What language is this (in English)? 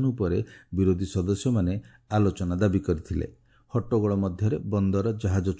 Odia